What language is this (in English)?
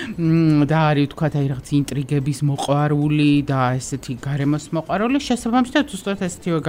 Georgian